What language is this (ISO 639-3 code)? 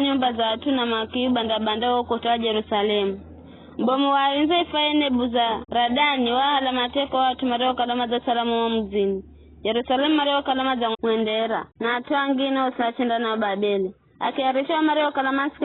nyf